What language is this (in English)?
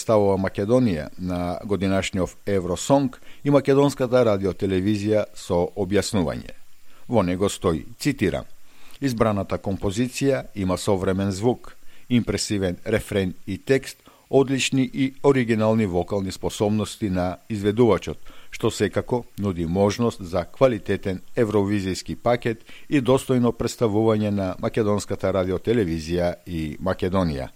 Macedonian